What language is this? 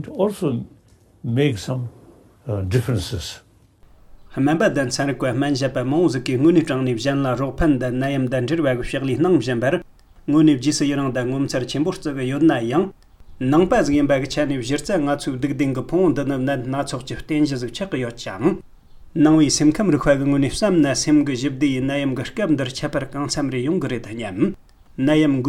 Tibetan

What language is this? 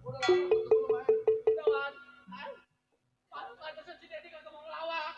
Betawi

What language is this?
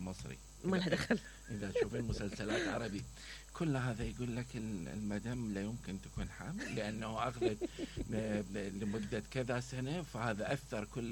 Mesopotamian Arabic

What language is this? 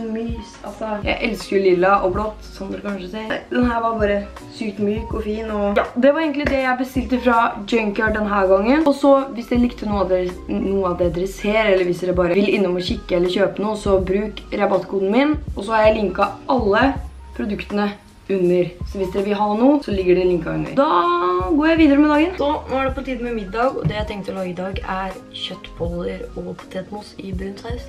Norwegian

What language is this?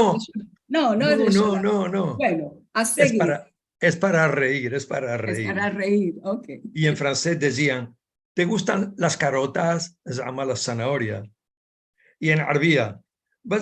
Ladino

